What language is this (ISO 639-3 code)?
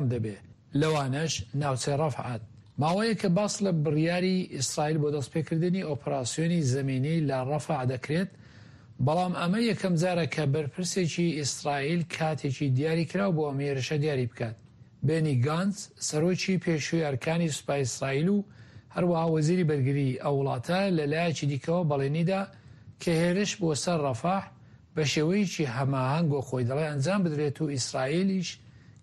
ckb